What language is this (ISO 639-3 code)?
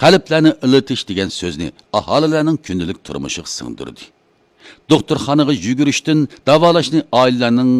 uig